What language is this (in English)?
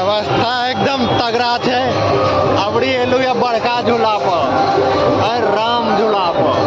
Maithili